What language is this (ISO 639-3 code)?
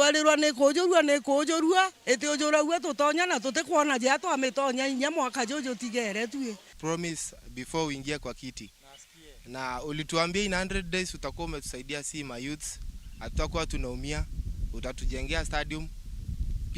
mer